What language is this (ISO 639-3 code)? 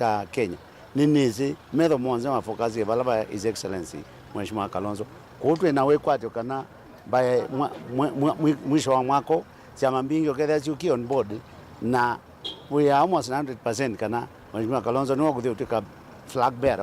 kam